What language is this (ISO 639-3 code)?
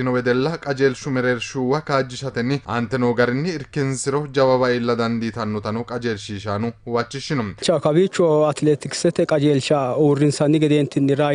sid